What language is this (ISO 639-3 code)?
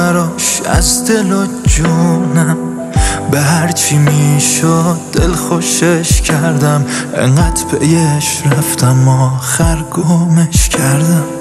fas